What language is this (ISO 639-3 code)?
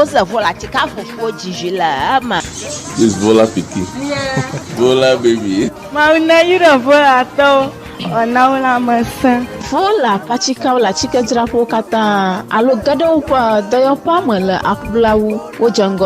ewe